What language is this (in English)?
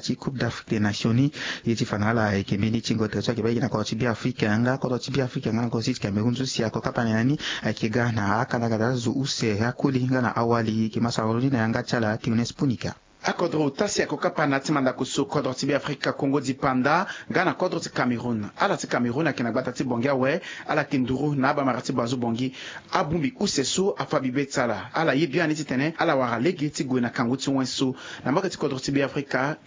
Sango